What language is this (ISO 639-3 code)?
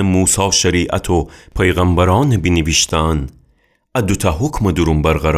glk